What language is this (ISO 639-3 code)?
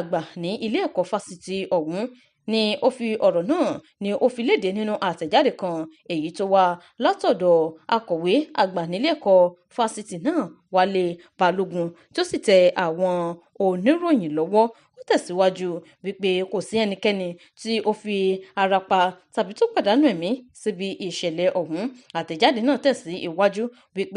yor